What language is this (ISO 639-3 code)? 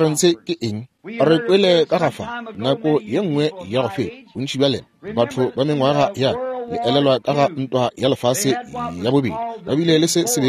nso